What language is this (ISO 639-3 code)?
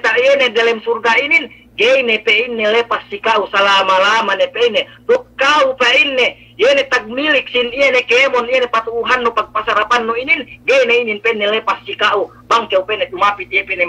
yka